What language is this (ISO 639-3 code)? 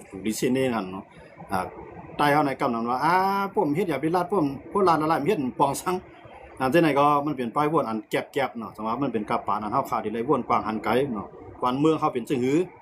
shn